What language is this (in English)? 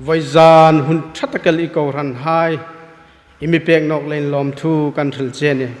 Hmar